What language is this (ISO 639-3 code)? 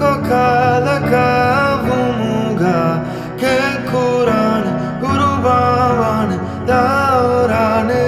div